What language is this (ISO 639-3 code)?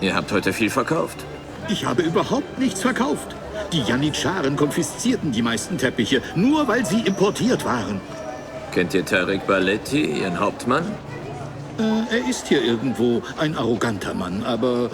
bar